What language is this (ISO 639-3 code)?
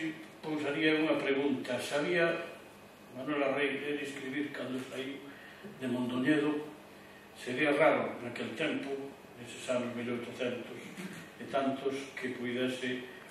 glg